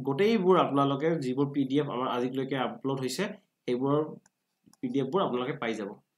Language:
Assamese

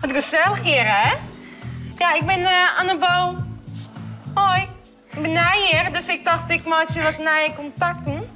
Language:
Western Frisian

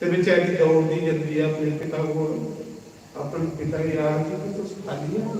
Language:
Dogri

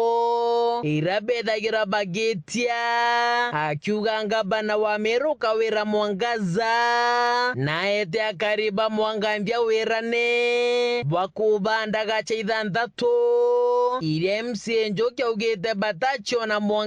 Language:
Meru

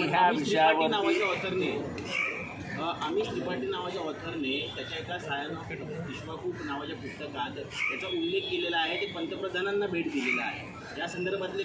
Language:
Marathi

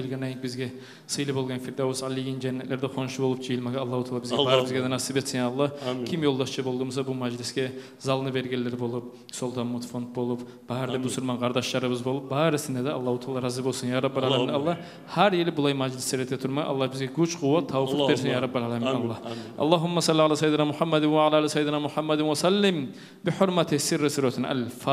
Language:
Kumyk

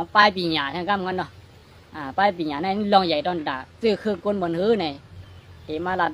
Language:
Shan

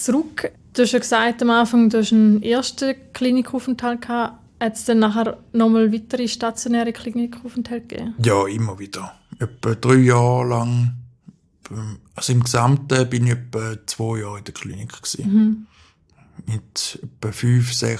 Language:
German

